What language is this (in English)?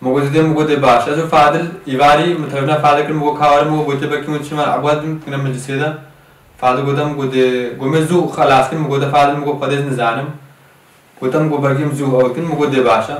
Kurdish